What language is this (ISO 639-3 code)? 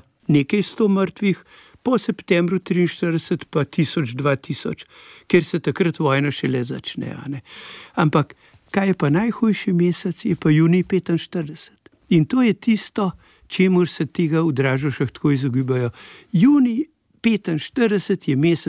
slv